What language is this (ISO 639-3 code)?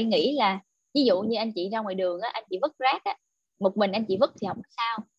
vie